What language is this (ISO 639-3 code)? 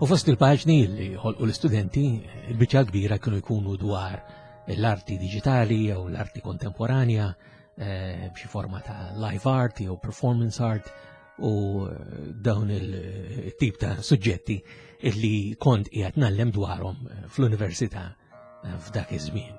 mlt